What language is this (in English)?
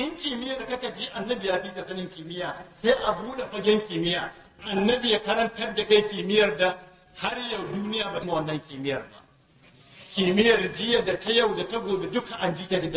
Hausa